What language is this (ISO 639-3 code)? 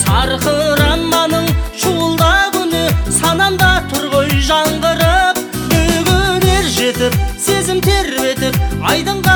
kaz